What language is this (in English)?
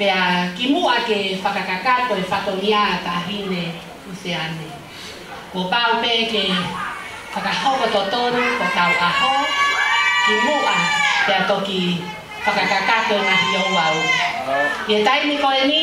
Tongan